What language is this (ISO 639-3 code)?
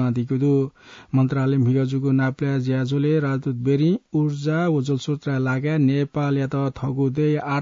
new